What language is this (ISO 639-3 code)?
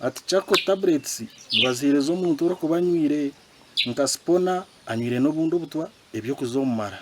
nyn